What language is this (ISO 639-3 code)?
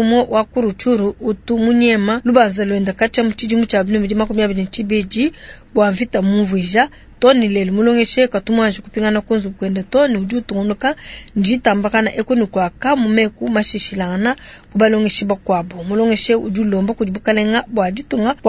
lua